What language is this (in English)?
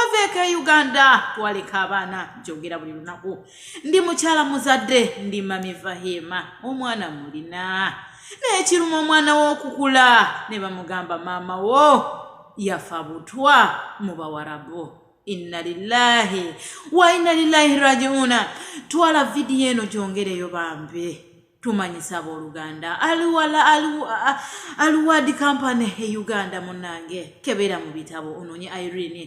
Ganda